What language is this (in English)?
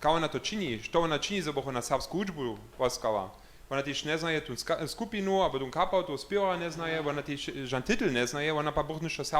Upper Sorbian